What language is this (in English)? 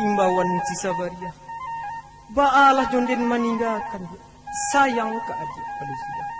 Minangkabau